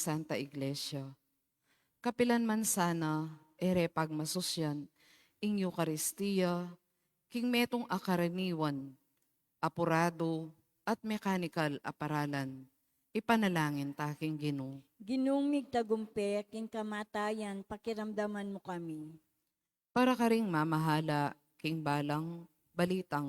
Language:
Pampanga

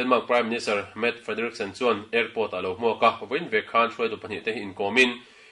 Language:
Mizo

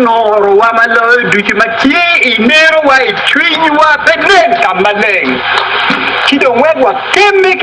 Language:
Acoli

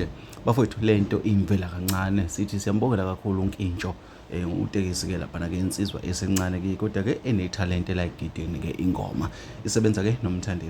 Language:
Zulu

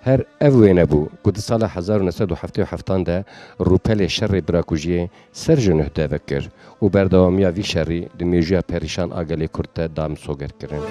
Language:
Kurdish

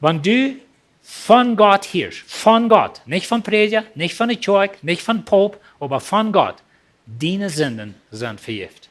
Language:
Plautdietsch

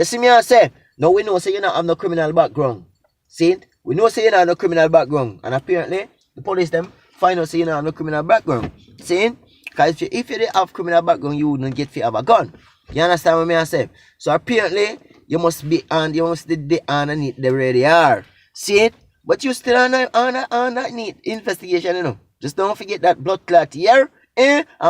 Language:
Jamaican Creole English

